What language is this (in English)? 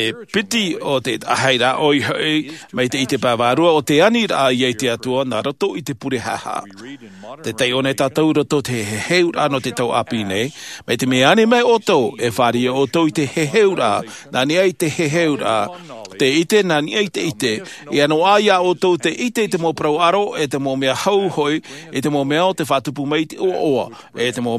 Tahitian